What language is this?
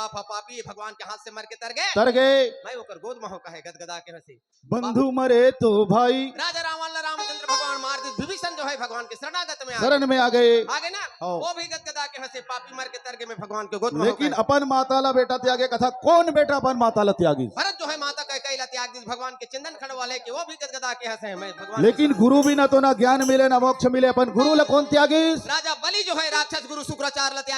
Chhattisgarhi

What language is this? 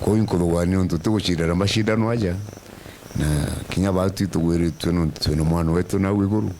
Meru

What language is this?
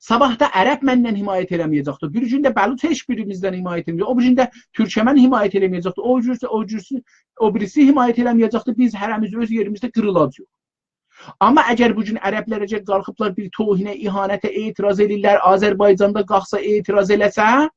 South Azerbaijani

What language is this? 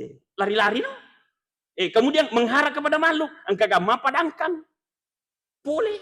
Buginese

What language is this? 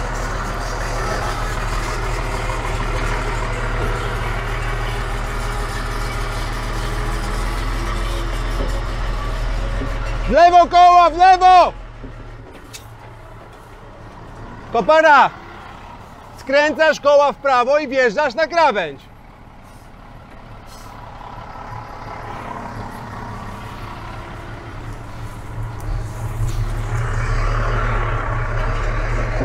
Polish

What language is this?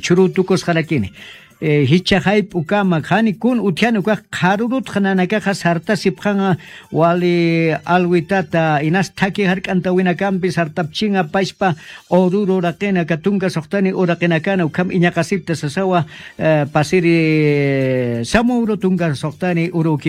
Aymara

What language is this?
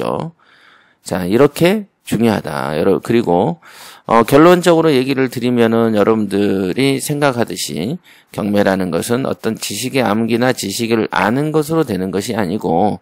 Korean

